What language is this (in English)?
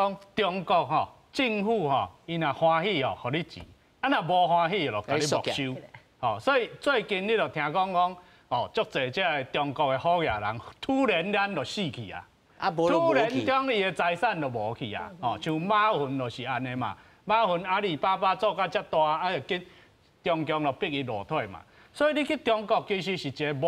Min Nan Chinese